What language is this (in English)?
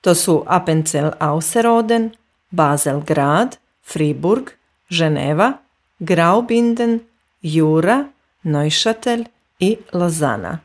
Serbian